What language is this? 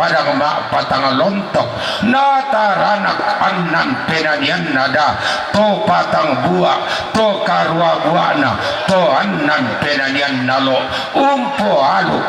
Toraja-Sa'dan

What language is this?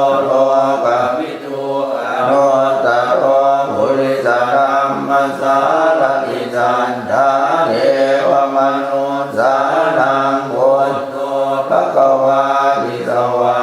Pali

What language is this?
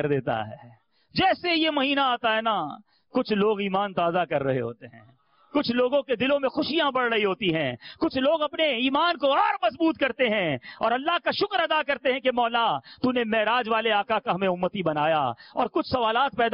Urdu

